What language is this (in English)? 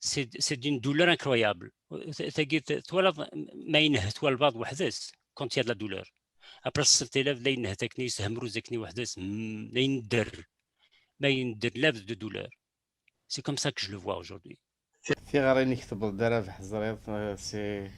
Kabyle